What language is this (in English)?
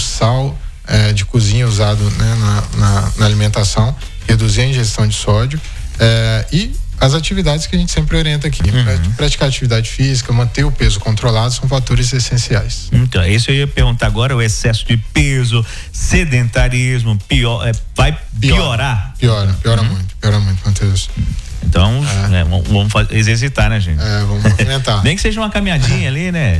Portuguese